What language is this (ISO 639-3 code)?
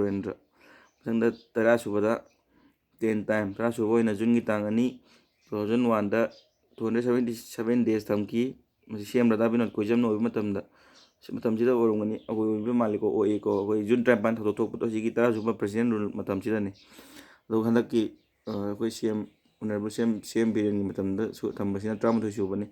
mni